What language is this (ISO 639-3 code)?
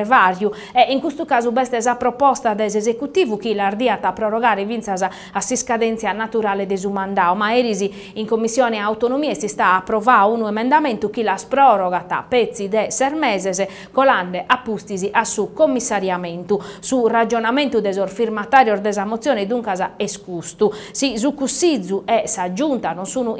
srd